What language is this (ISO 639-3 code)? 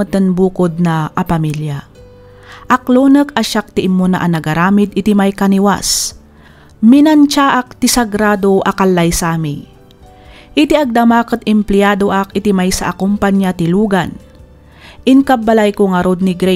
ilo